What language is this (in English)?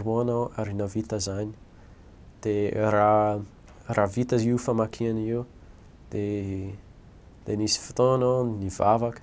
Malagasy